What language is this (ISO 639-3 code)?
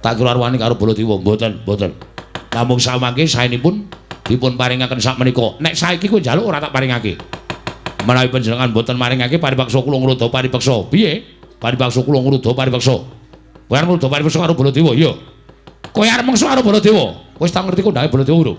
jav